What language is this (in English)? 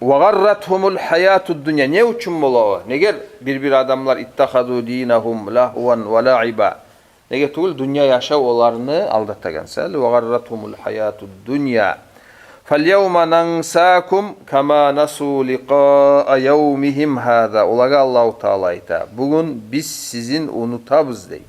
Kumyk